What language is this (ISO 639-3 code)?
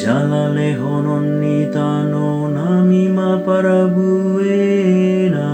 bbc